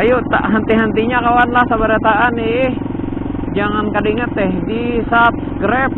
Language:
Banjar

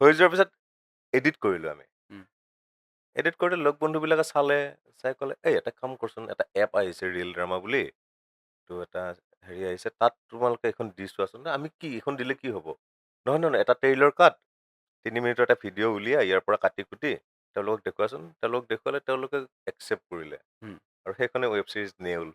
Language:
Assamese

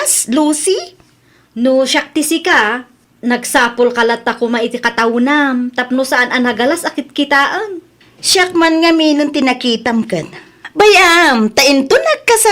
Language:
Iloko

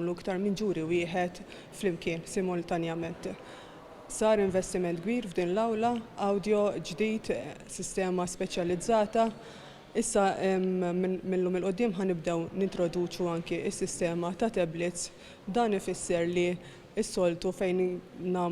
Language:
Maltese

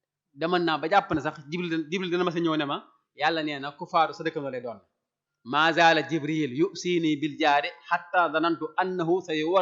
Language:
Wolof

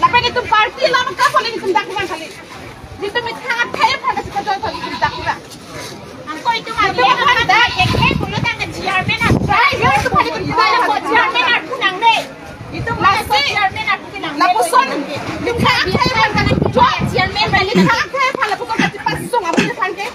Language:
Karbi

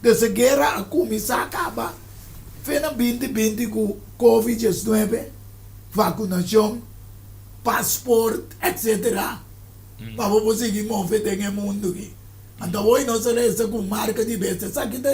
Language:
Papiamento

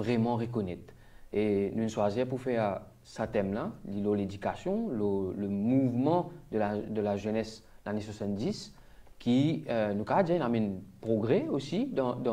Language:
Morisyen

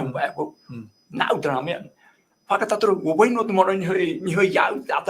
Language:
Tahitian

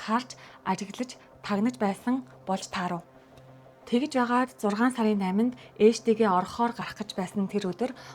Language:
Mongolian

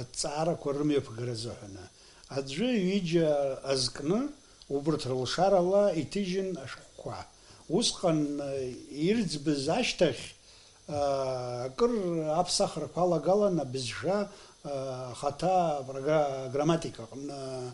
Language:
Abkhazian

